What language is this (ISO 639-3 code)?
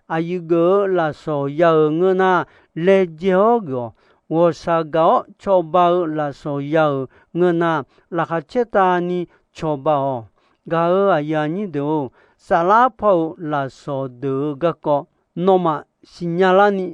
ahk